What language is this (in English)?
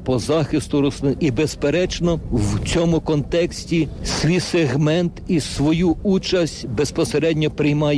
Ukrainian